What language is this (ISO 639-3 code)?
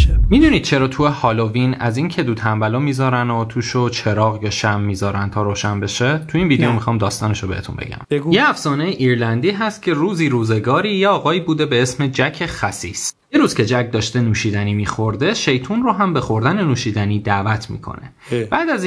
fas